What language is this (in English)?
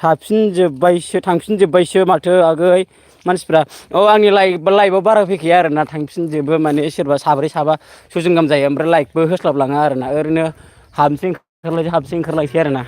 Bodo